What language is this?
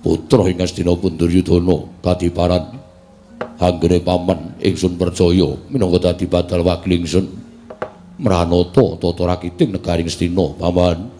Javanese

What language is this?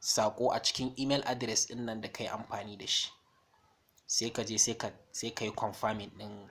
Hausa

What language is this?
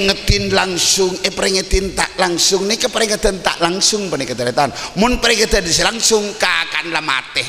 Madurese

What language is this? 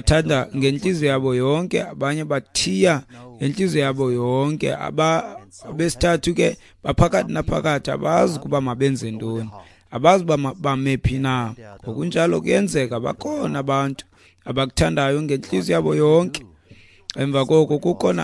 Xhosa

